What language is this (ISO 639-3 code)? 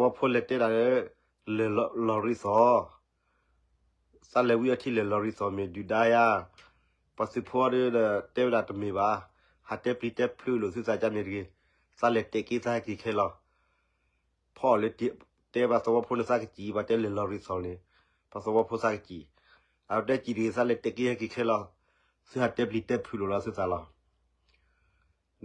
ksw